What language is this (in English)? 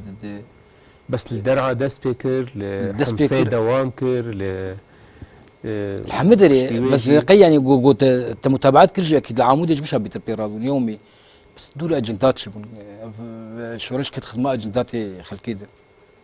Kurdish